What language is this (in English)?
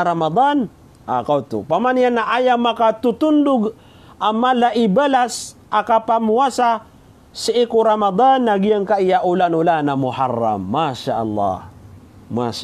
Maranao